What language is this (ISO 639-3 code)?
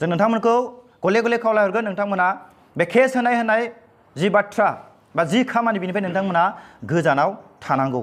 brx